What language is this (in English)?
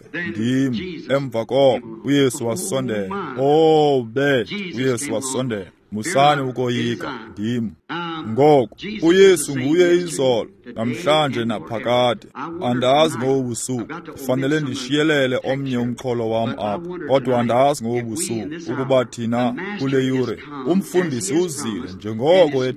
Xhosa